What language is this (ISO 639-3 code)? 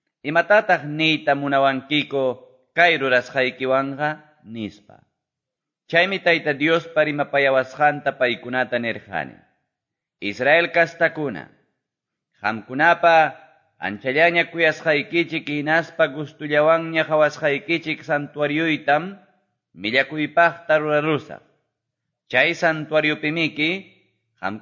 que